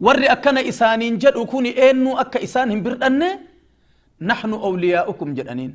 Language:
Oromo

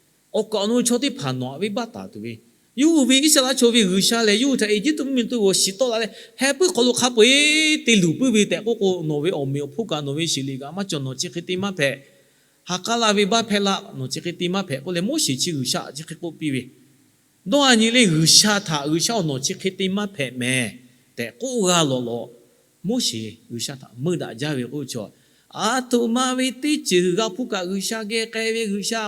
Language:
Lahu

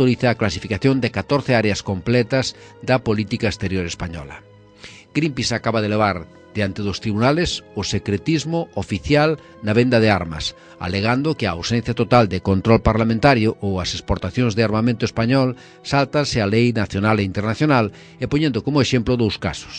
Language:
Galician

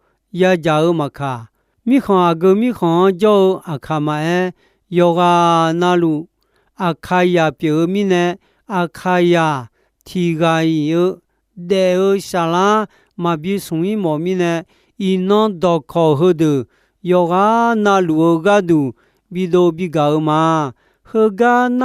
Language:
Akha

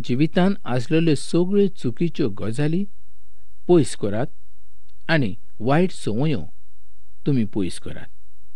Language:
Konkani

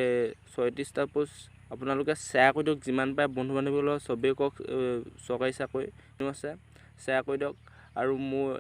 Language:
Assamese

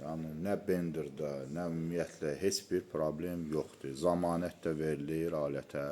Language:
Azerbaijani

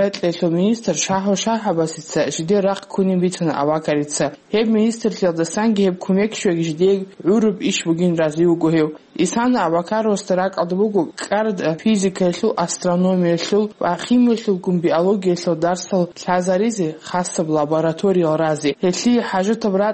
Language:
Avaric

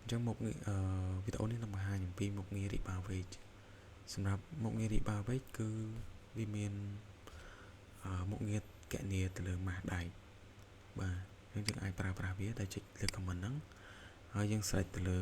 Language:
Khmer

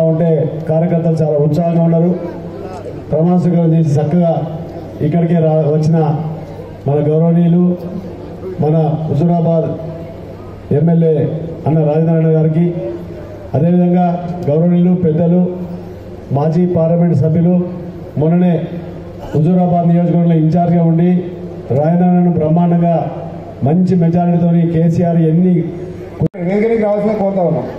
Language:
Telugu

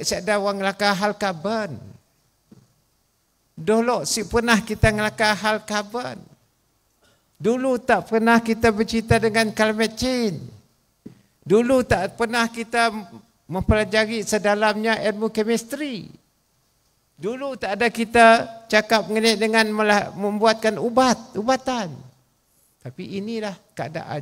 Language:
Malay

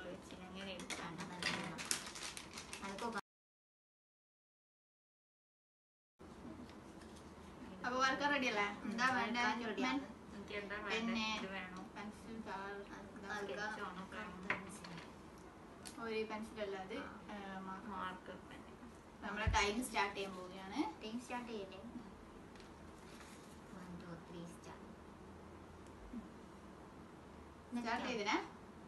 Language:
Malayalam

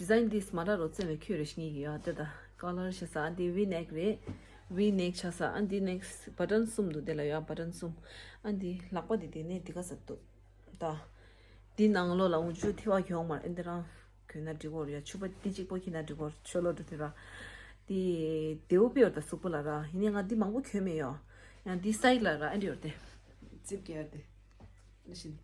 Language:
Tibetan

